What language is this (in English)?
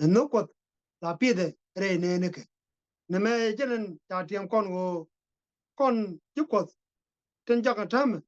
Nuer